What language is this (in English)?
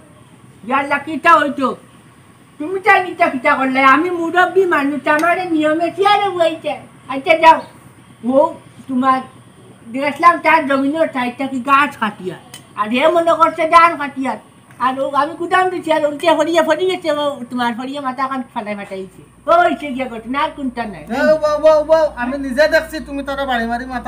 Sylheti